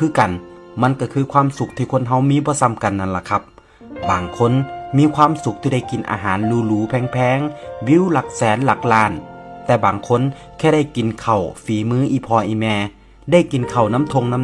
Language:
Lao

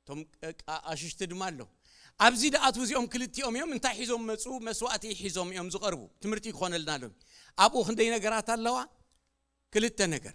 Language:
Tigrinya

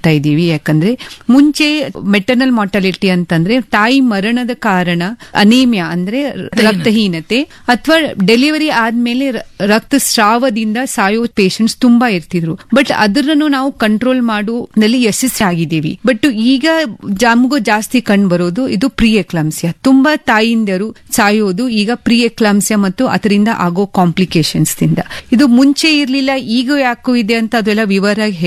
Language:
Kannada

